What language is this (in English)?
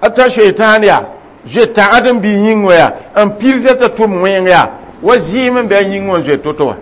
Mossi